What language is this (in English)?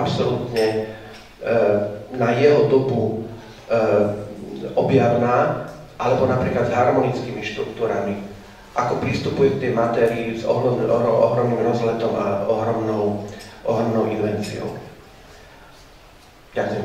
Slovak